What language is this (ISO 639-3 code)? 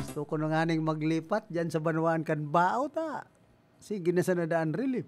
bik